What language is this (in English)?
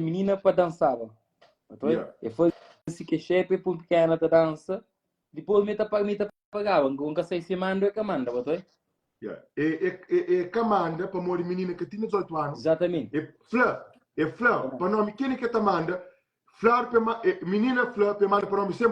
Kabuverdianu